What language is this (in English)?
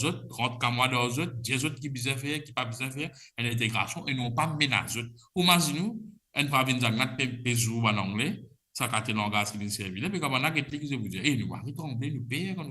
Morisyen